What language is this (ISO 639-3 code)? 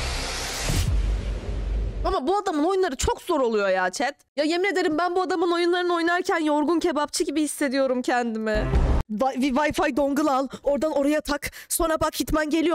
tur